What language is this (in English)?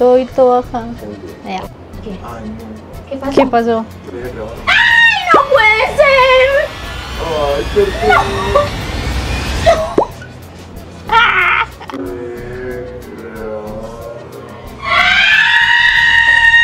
Spanish